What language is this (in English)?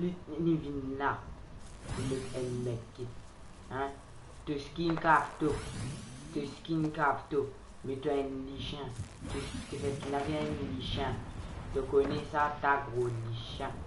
Morisyen